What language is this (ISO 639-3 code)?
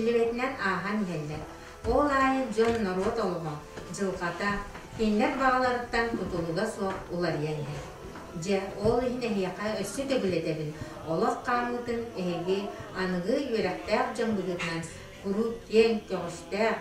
sah